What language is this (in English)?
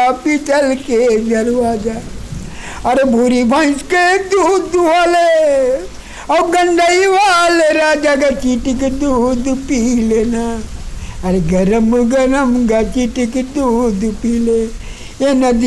Chhattisgarhi